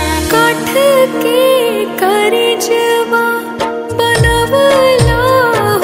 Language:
Bhojpuri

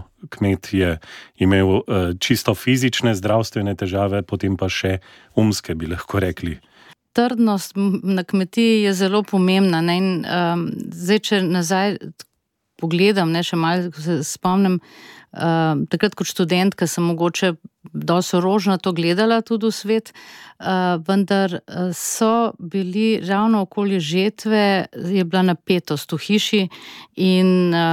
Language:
Slovenian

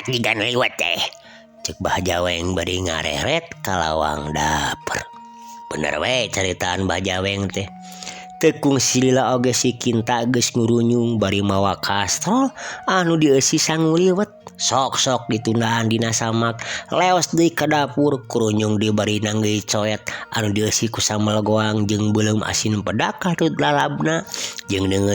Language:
Sundanese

